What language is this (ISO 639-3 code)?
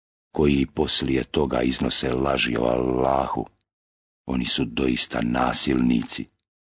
bos